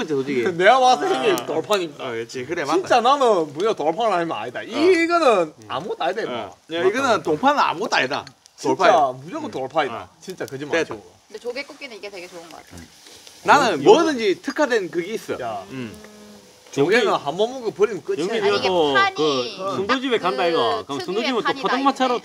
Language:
Korean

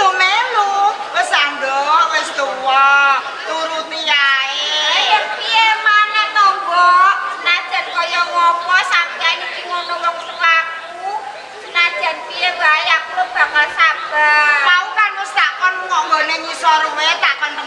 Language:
Javanese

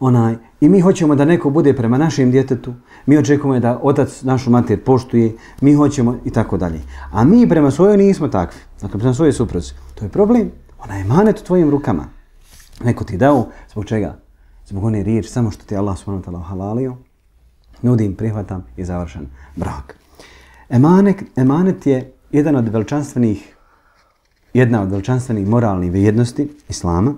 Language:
Bosnian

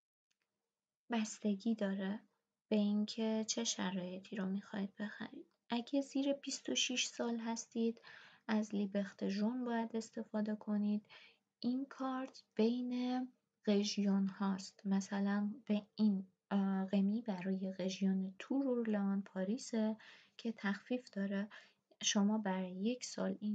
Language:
Persian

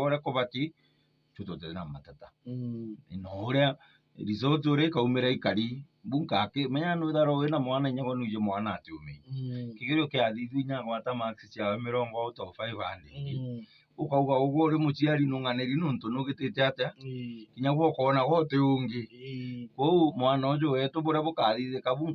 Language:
Meru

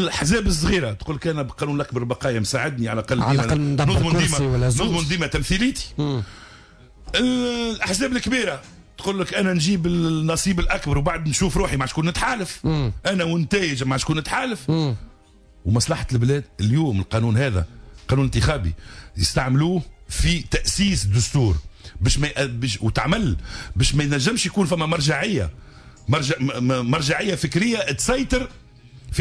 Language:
Tunisian Arabic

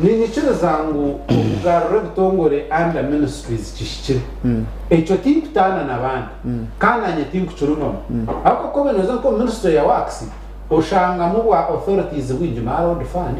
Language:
Nyankole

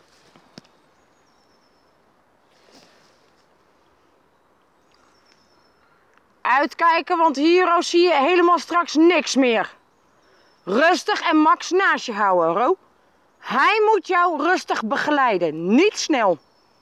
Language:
Dutch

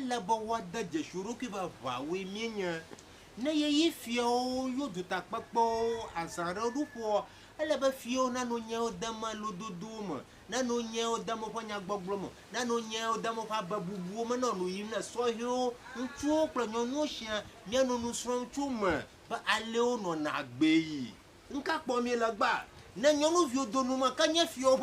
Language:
Ewe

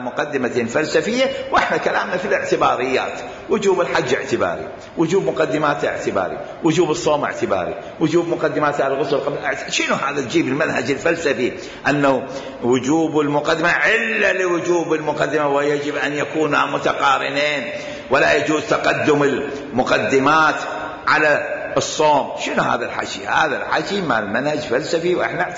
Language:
Mesopotamian Arabic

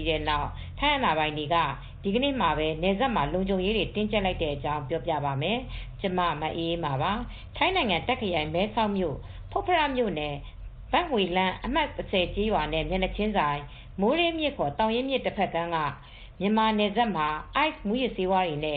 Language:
Burmese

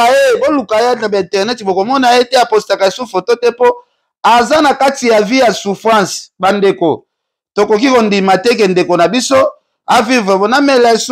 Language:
Lingala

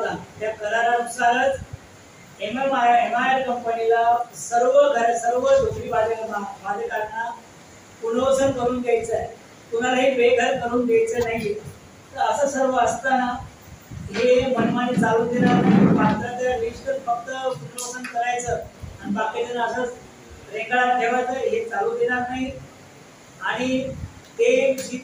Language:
Marathi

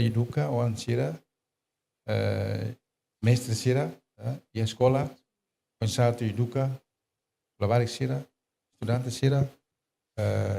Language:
Tetum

